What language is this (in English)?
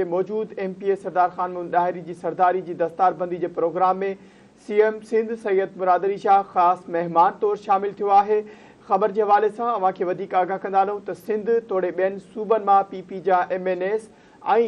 Sindhi